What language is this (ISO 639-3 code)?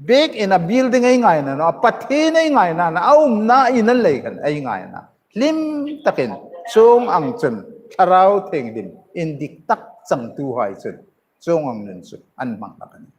hmr